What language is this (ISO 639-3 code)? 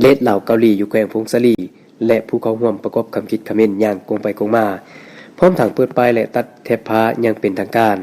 lao